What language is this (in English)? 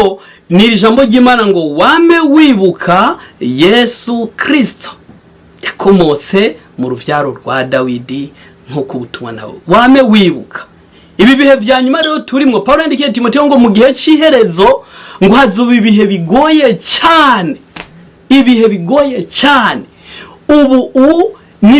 Rundi